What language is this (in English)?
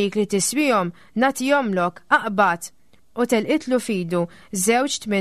Maltese